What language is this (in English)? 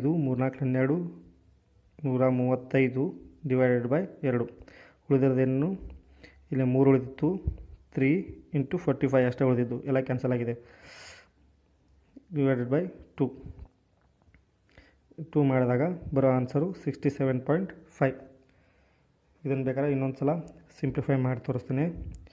Kannada